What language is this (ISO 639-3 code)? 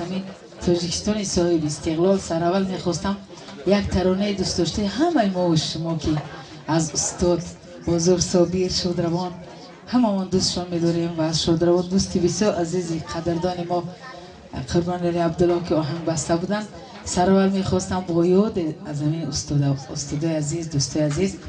tgk